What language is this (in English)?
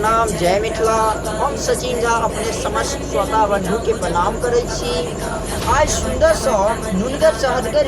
Maithili